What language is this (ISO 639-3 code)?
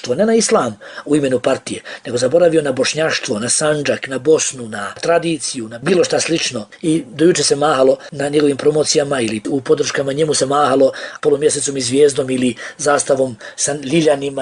bos